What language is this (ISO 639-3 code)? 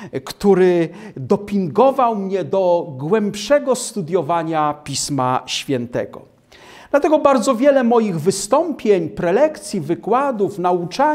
pol